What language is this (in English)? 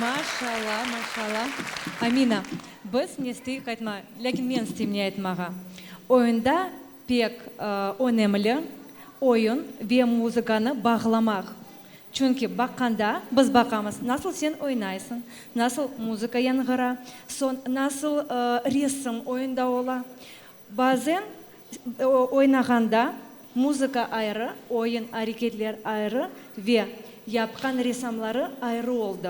Crimean Tatar